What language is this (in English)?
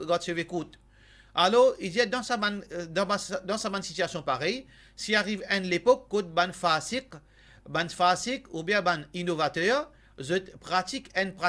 Morisyen